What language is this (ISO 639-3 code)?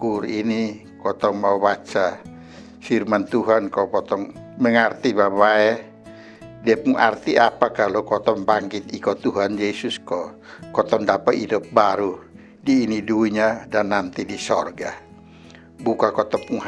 mkn